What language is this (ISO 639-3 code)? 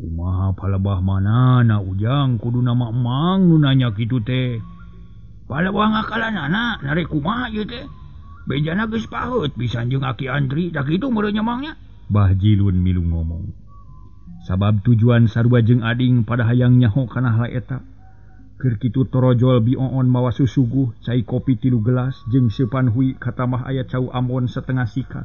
sun